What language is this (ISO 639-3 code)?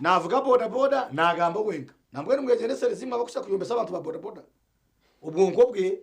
nyn